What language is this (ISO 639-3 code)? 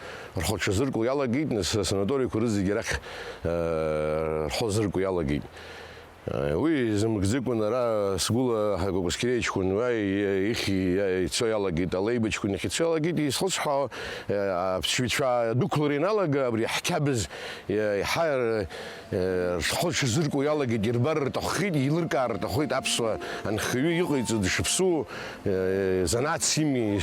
abk